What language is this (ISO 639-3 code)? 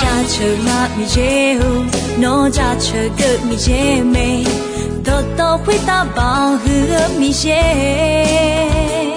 ahk